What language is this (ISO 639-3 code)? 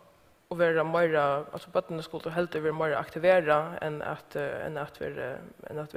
fao